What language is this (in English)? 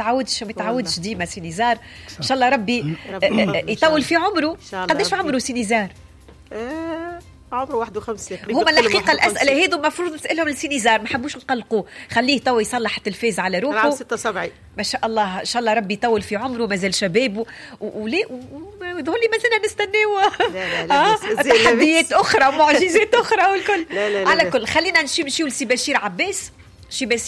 Tunisian Arabic